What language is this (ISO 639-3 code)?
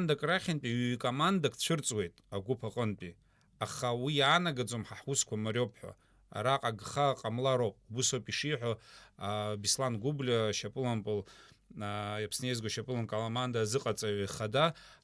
abk